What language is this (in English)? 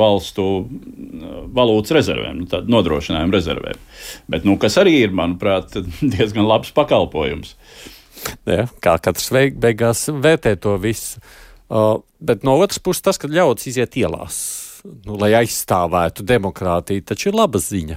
Latvian